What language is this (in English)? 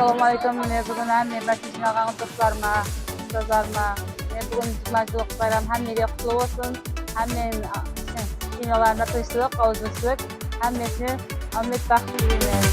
Kara-Kalpak